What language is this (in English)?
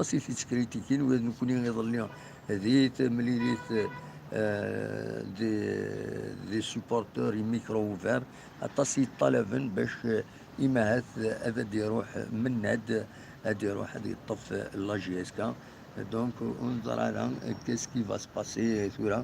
Kabyle